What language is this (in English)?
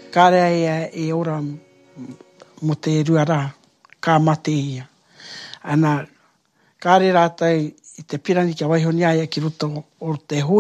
Māori